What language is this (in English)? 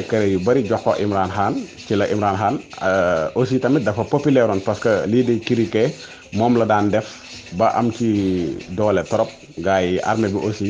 Wolof